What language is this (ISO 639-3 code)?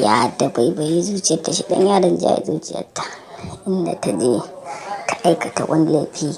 hau